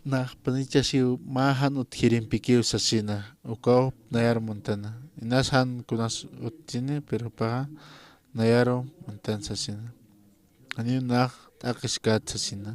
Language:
Aymara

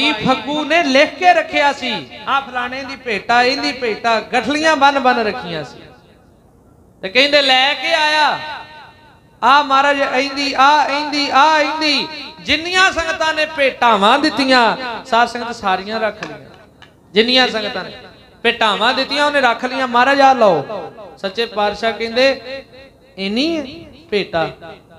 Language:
Punjabi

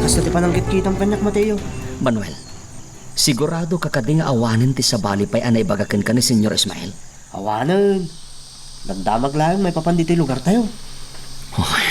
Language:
Iloko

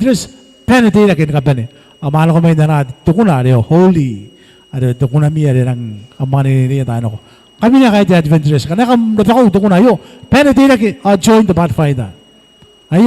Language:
Gilbertese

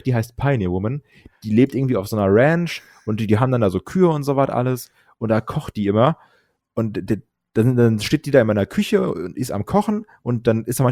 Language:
German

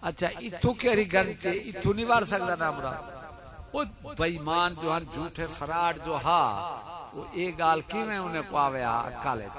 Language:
Saraiki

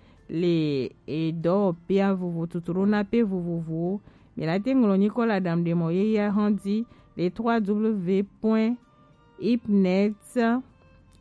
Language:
Gen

